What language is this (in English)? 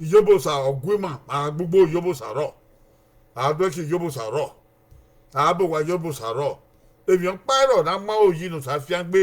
Bini